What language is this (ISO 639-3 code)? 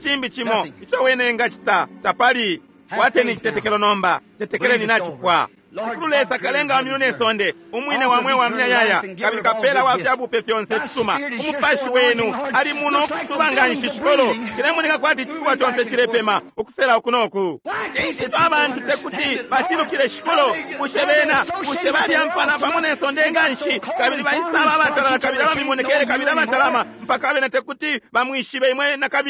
bem